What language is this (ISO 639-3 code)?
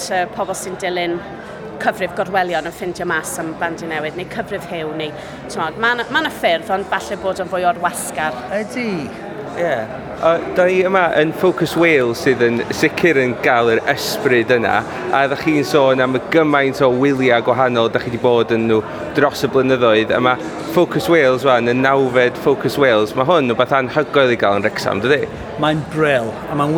cym